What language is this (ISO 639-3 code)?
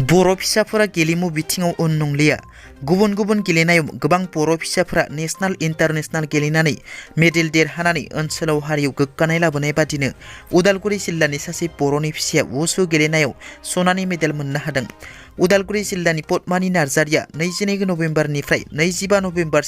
brx